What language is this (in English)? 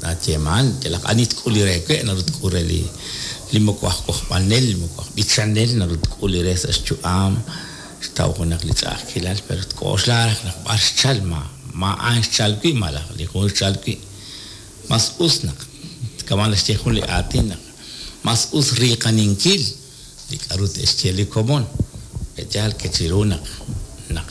Kekchí